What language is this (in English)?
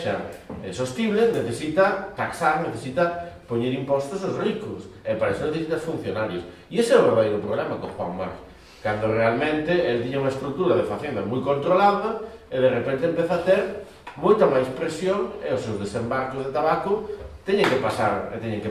Galician